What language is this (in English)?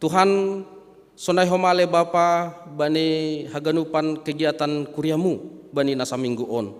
Batak Simalungun